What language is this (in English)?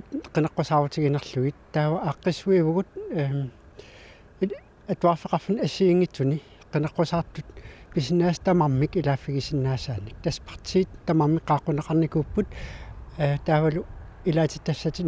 Kalaallisut